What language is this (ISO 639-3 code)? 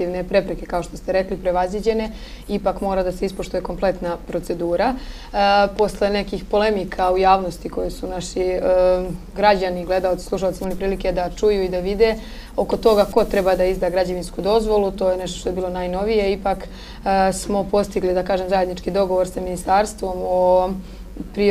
srp